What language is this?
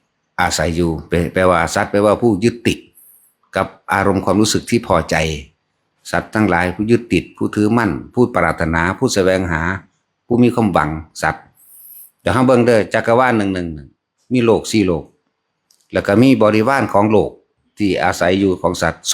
Northeastern Thai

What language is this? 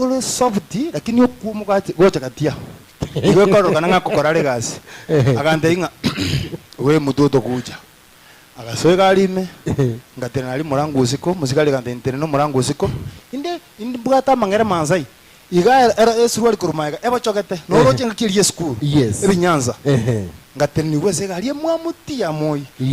Gusii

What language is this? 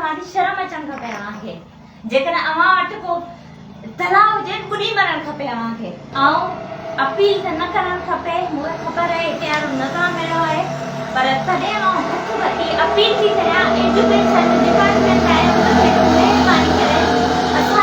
Sindhi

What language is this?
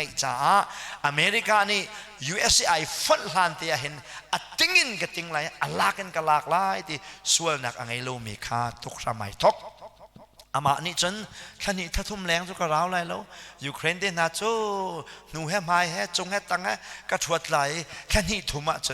Hakha Chin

